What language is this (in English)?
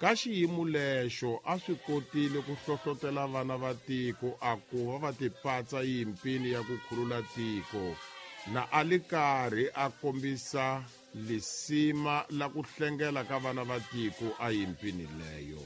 Tsonga